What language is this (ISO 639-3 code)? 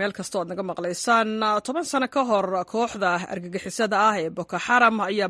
som